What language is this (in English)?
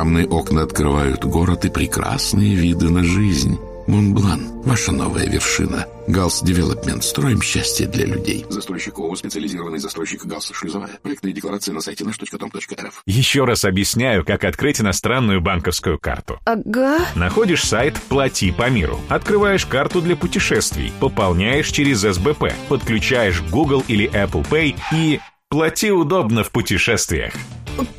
Russian